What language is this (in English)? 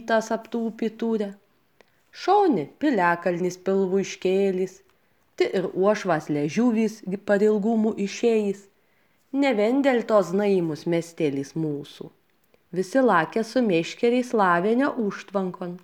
Lithuanian